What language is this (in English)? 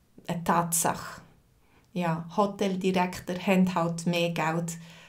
Swiss German